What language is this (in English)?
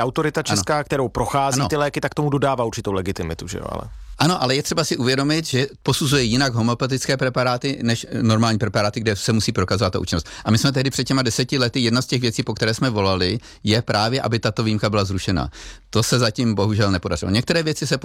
Czech